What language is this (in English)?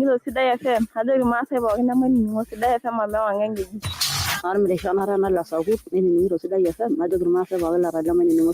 Masai